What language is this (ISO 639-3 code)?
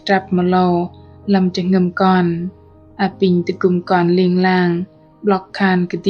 bdq